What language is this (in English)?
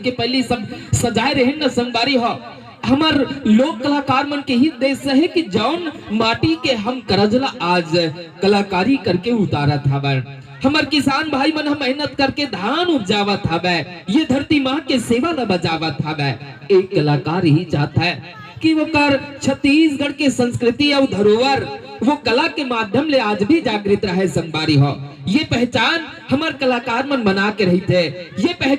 Chhattisgarhi